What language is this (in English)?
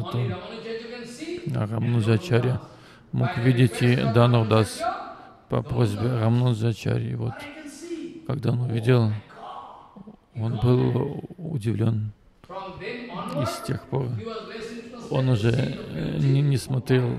Russian